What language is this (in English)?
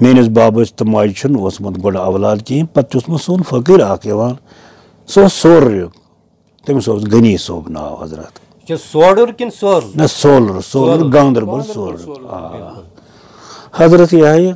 Kashmiri